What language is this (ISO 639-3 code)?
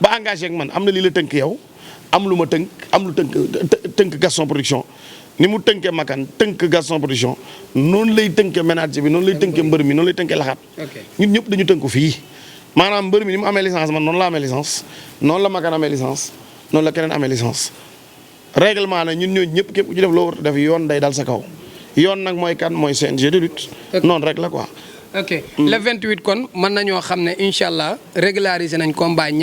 wol